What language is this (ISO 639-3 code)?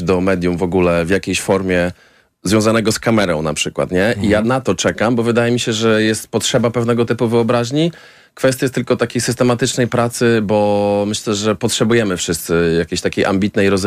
pol